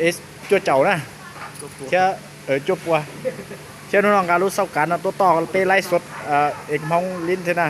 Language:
Hmong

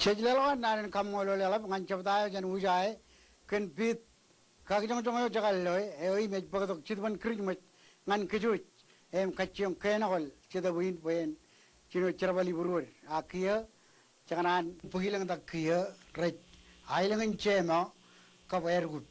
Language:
Marshallese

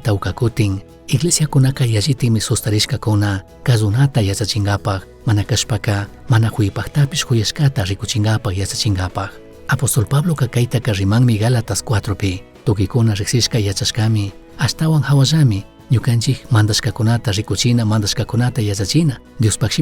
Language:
Chimborazo Highland Quichua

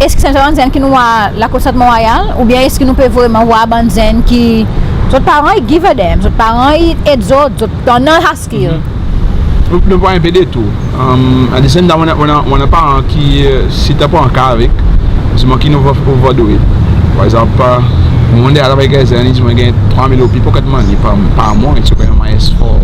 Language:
Seselwa Creole French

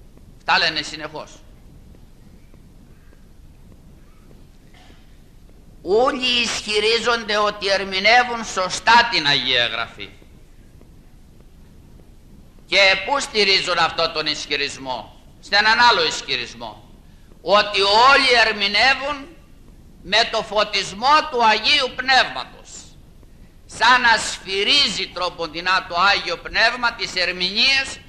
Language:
Greek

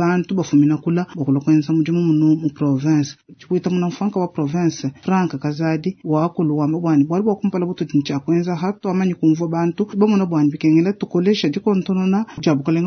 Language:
Luba-Lulua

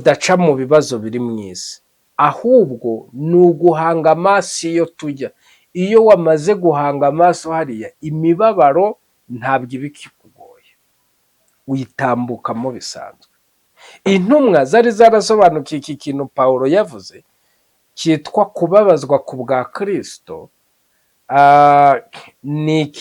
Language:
Kinyarwanda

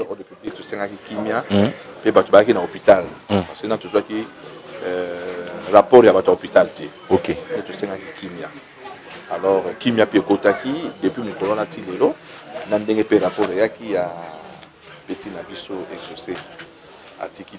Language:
Lingala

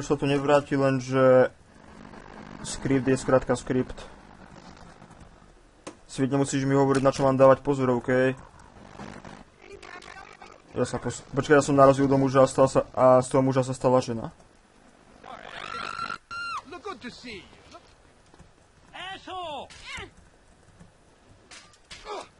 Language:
Slovak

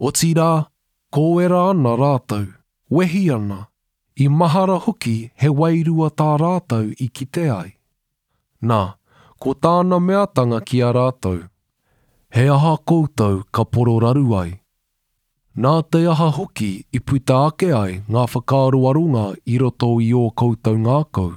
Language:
Māori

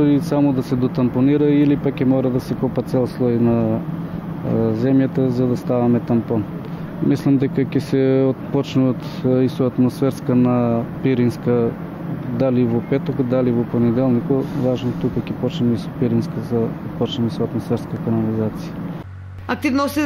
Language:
Macedonian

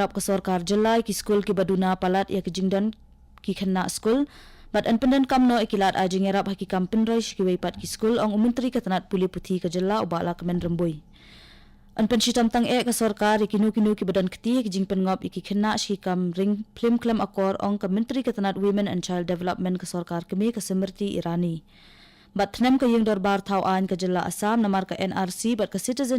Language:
Khasi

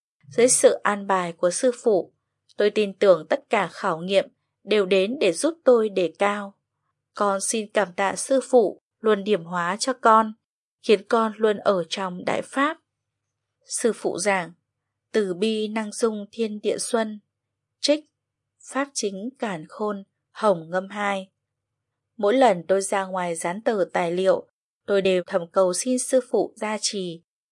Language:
Vietnamese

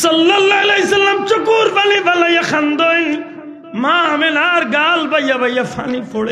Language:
Sylheti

